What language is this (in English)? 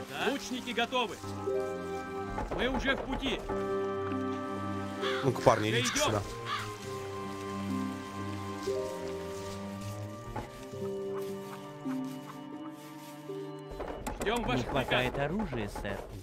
Russian